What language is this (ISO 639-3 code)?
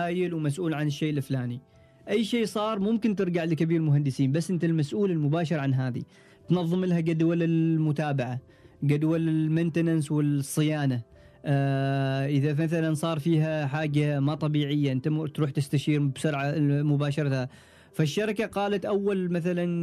afb